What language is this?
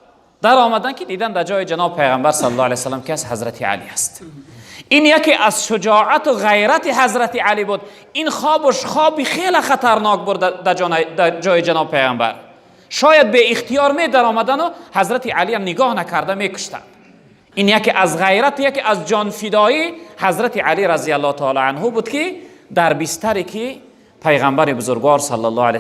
Tajik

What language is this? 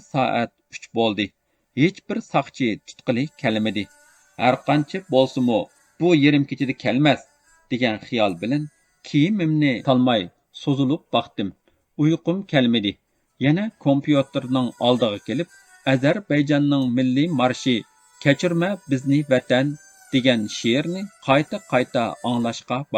Uyghur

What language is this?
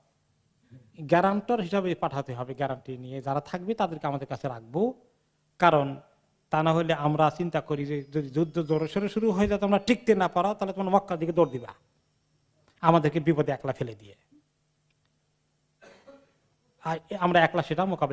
Bangla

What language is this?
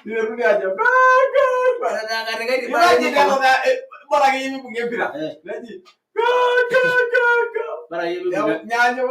Masai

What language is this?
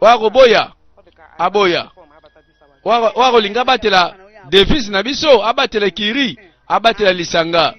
Lingala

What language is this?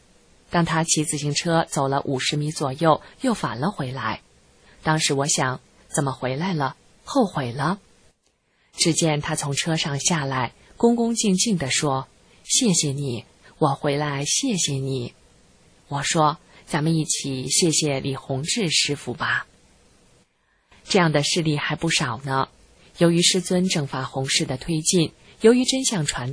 Chinese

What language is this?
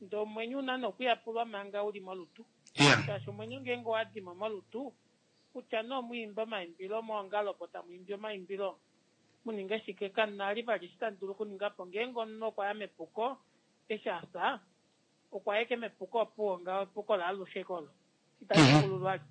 Kuanyama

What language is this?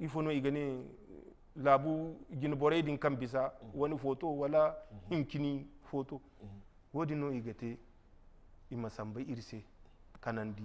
Zarma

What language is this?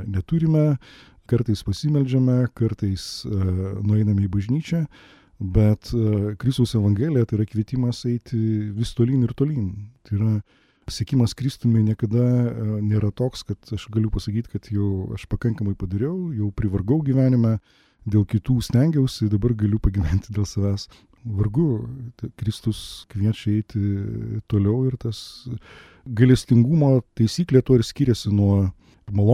Lithuanian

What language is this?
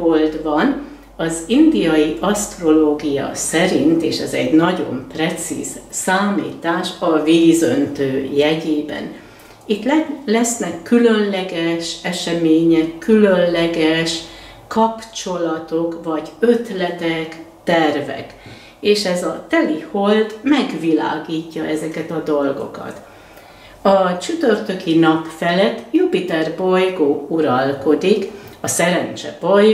Hungarian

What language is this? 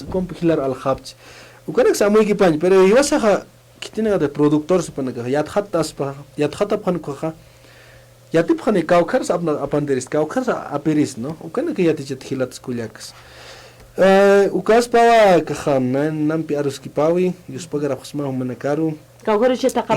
Aymara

